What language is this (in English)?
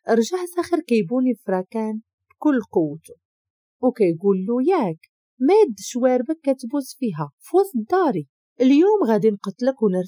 Moroccan Arabic